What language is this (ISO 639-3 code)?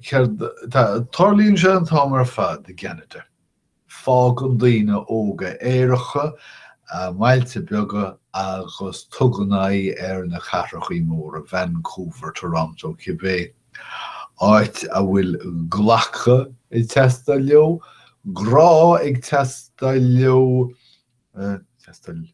gle